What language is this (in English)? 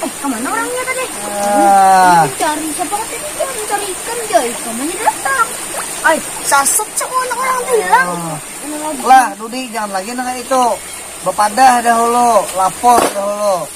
Banjar